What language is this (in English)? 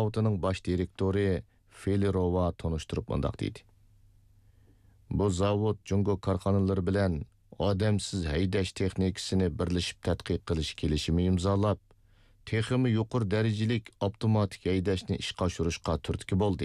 Uyghur